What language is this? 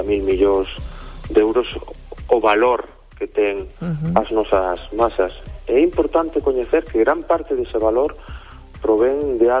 Galician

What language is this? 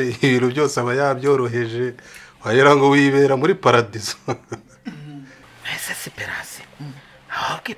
Kinyarwanda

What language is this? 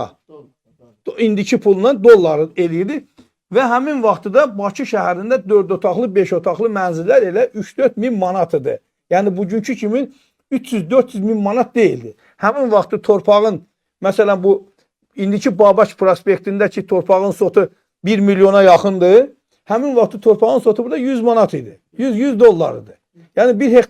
Azerbaijani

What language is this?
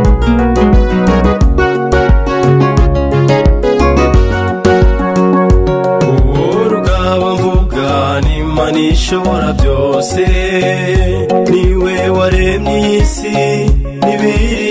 Kinyarwanda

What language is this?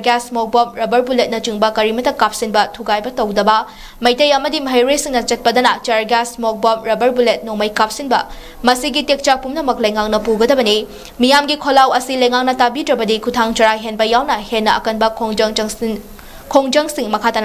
Manipuri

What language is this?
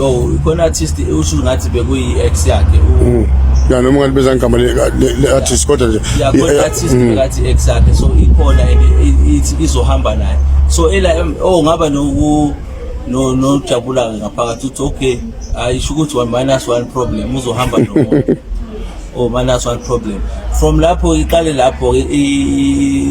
Zulu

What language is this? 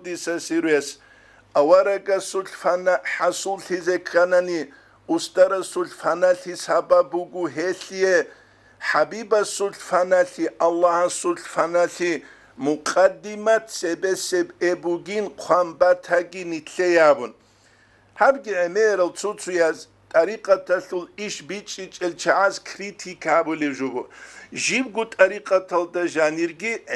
Avaric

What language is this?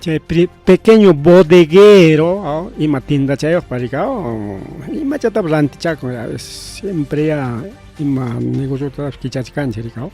Ayacucho Quechua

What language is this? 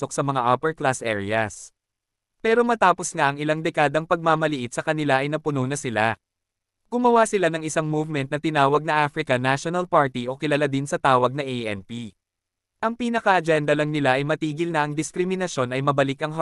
Filipino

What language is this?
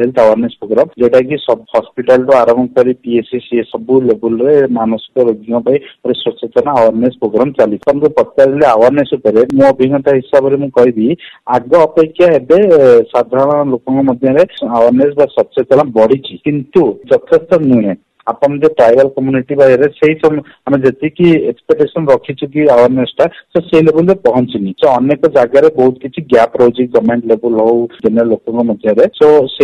Odia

